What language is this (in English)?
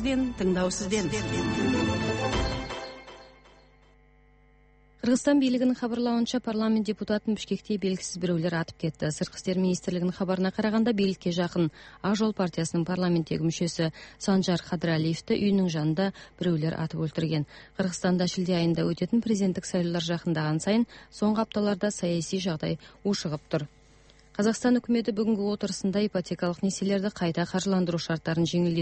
Kazakh